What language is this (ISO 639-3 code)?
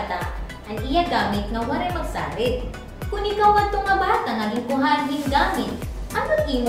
war